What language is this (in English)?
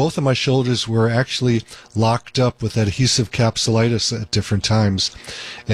English